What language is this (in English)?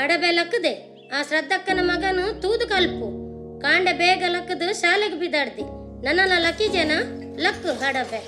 Tulu